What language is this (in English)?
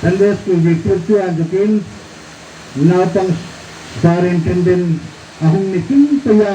Hmar